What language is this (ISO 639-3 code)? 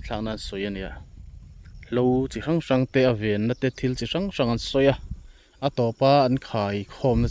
lus